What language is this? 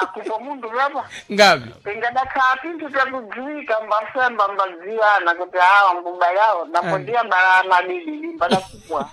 Sena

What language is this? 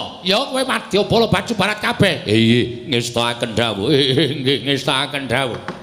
Javanese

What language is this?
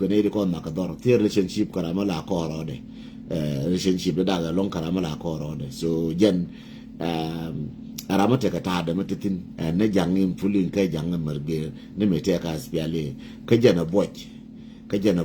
Nuer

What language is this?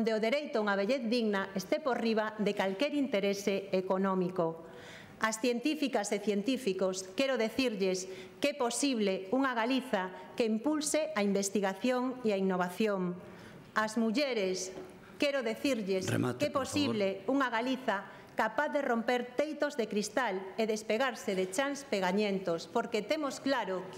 Galician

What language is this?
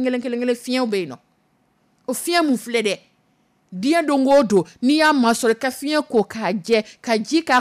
Dyula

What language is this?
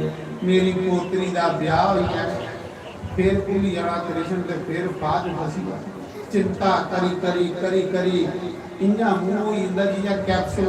Dogri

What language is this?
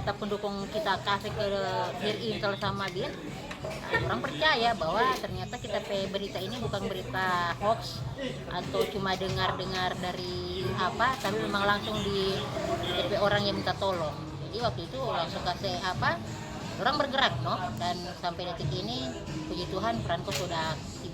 Manado Malay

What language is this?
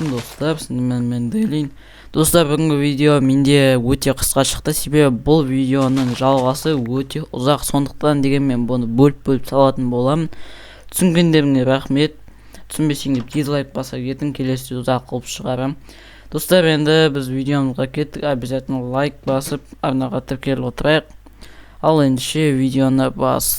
Kazakh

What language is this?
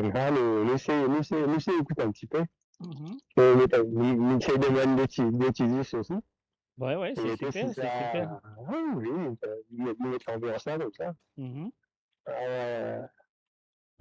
Morisyen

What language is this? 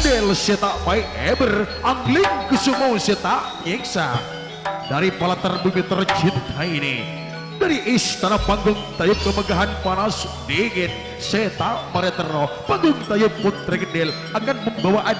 Madurese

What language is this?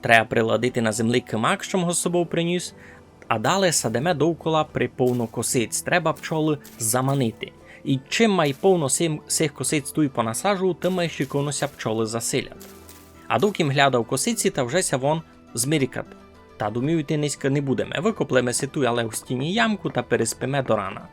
Rusyn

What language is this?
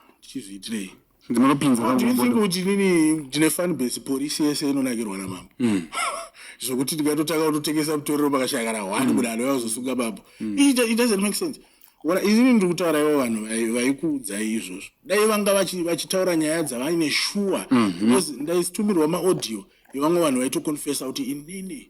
Shona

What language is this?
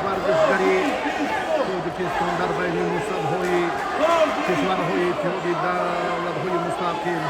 Tajik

